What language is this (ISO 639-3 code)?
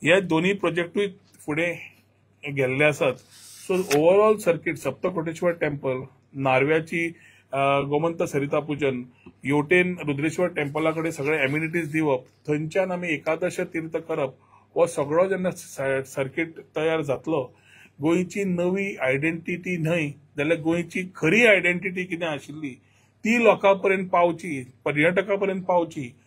kok